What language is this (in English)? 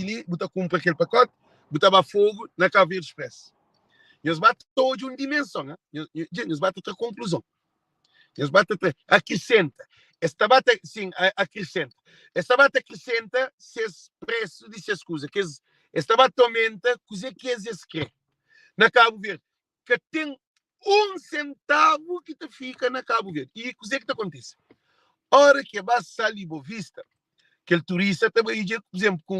Kabuverdianu